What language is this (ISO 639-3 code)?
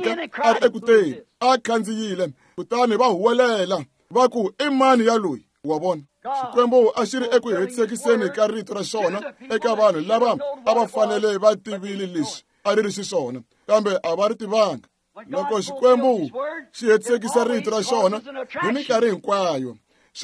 tso